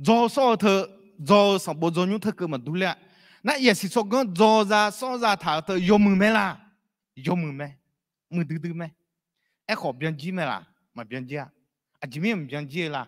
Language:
Akha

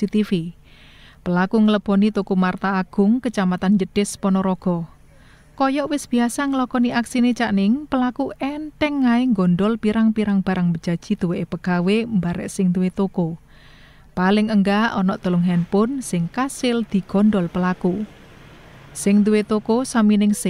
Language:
Javanese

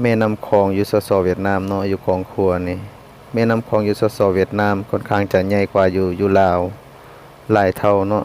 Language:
Lao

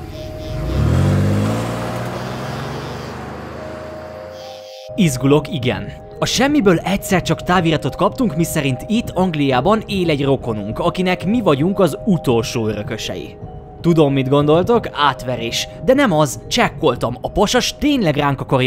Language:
Hungarian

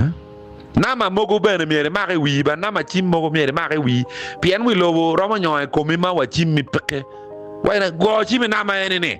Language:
Acoli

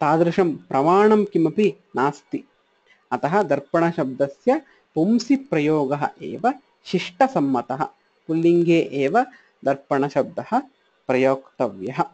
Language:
Sanskrit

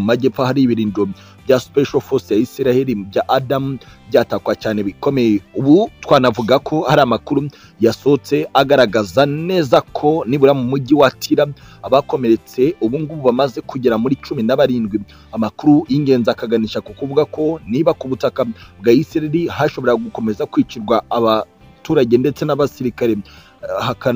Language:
Kinyarwanda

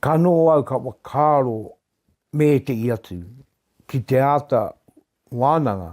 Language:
Māori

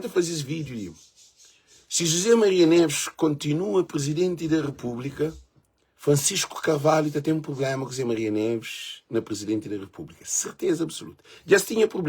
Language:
Kabuverdianu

